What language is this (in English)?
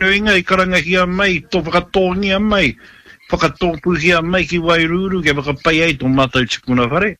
Māori